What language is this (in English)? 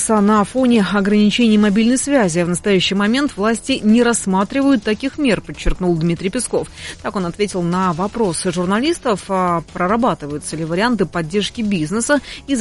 Russian